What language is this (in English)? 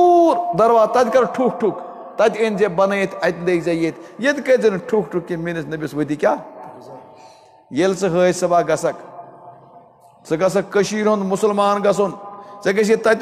Kashmiri